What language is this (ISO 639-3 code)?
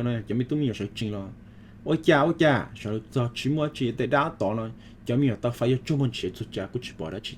hmn